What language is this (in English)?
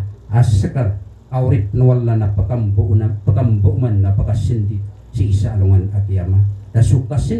Maranao